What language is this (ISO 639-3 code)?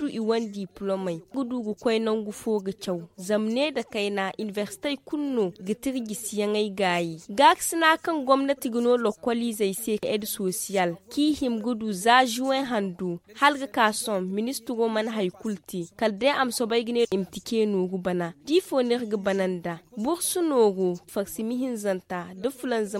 dje